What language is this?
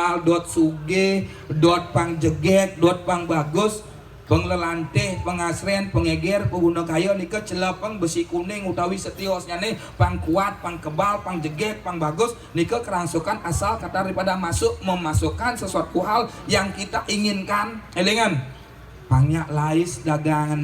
Balinese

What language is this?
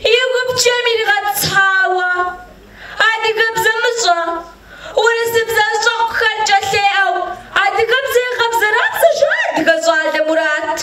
Kabardian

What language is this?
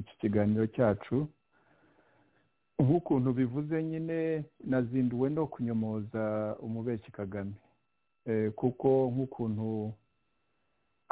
Kinyarwanda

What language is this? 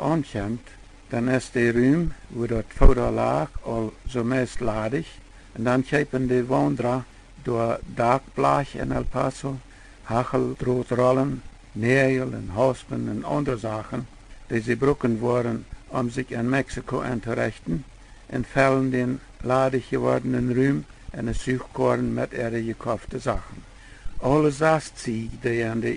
Plautdietsch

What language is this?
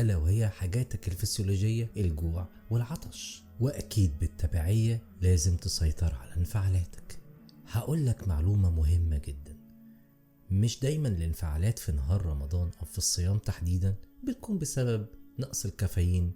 Egyptian Arabic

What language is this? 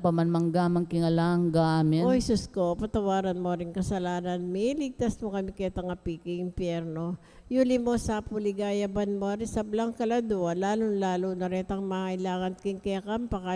Pampanga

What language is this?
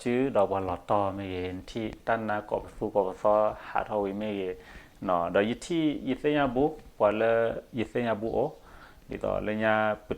S'gaw Karen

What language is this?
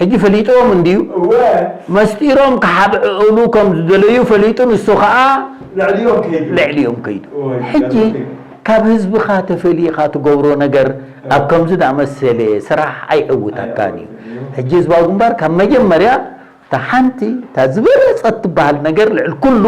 Tigrinya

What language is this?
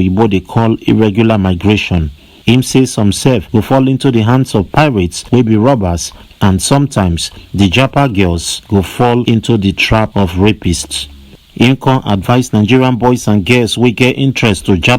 Nigerian Pidgin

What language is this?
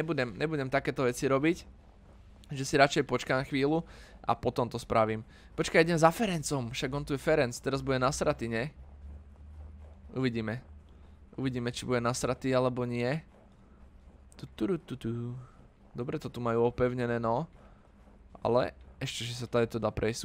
Slovak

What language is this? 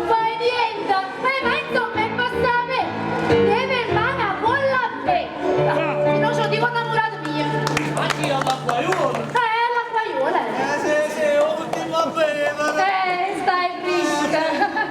Neapolitan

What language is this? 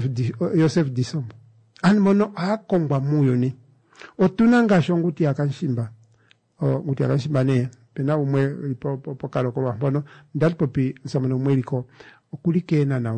Kuanyama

